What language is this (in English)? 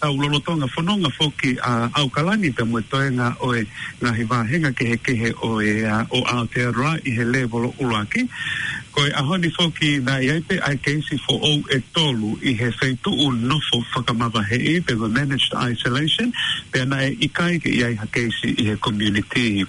Tongan